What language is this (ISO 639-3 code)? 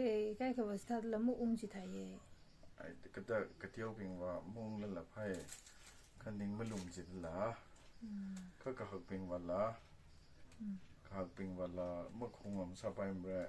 nmf